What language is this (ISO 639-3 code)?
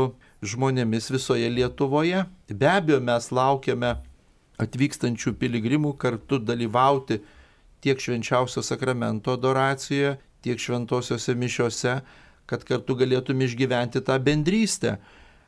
lit